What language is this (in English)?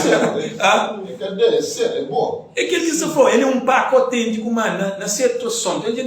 Kabuverdianu